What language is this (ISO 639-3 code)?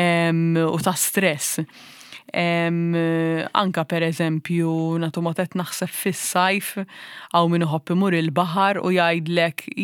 mlt